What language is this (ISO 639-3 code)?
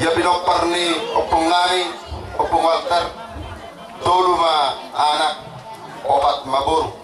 bbc